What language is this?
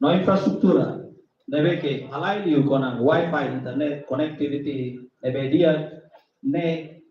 Tetum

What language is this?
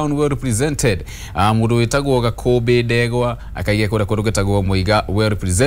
Kikuyu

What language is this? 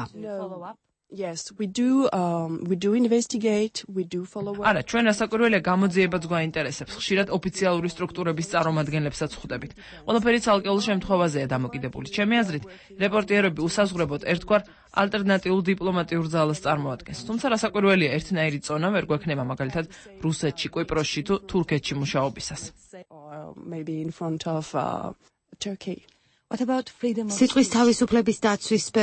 Georgian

